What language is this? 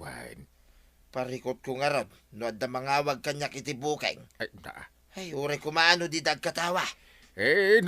Iloko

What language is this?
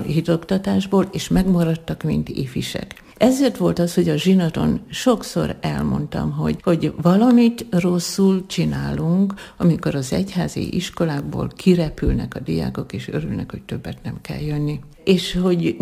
Hungarian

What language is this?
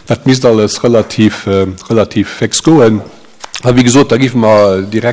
Luxembourgish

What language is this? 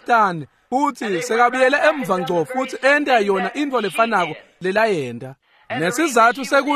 Swati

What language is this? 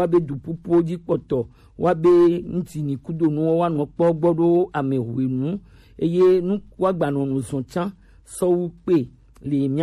Gen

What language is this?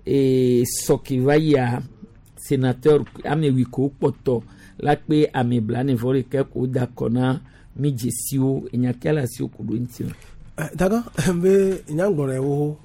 Gen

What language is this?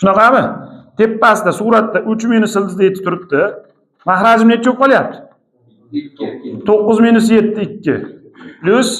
Uzbek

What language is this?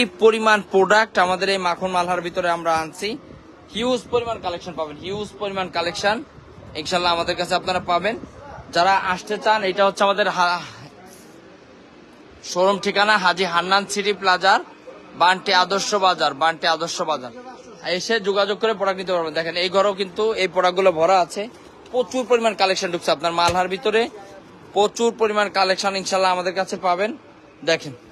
Bangla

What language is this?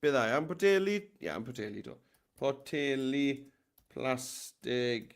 Welsh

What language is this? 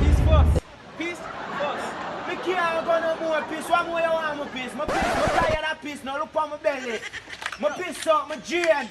Jamaican Creole English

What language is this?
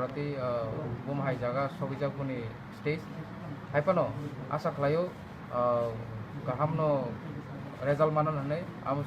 Kok Borok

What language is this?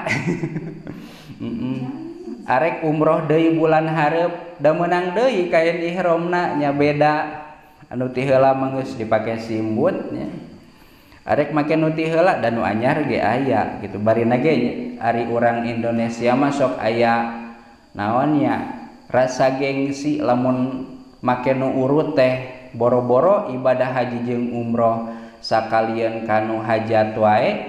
Sundanese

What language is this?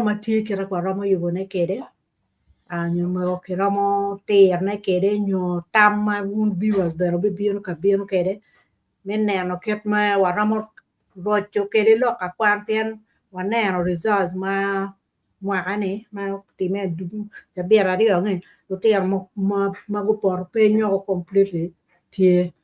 Acoli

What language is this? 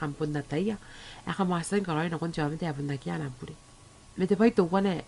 Gilbertese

